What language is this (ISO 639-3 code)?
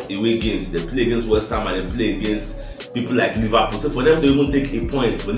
pcm